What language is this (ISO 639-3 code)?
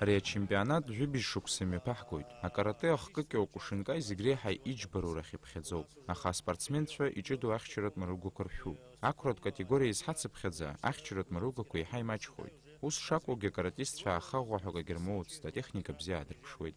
abk